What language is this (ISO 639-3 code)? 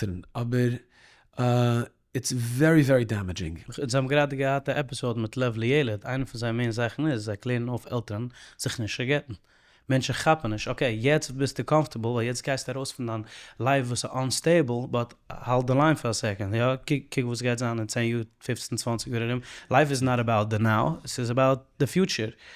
yid